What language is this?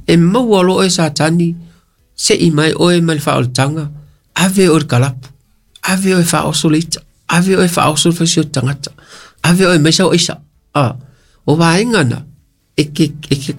Samoan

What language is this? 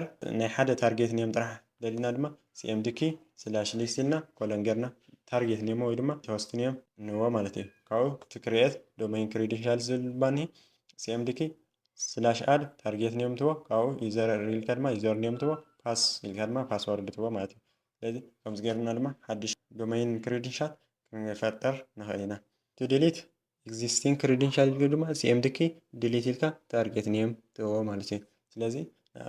Tigrinya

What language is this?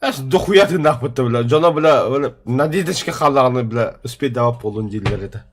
Yakut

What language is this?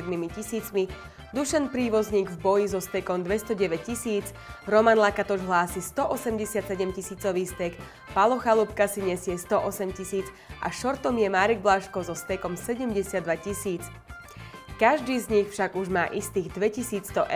Slovak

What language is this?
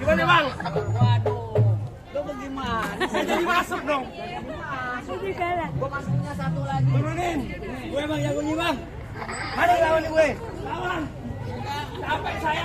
Betawi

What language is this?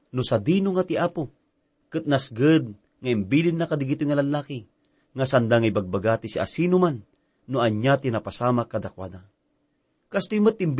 Iloko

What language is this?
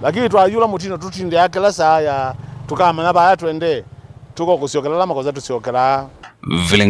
Kamba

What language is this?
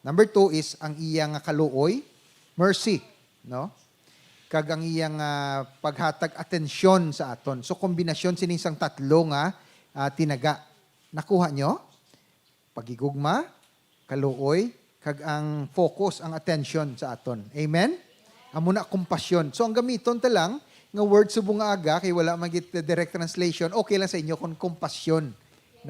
Hiligaynon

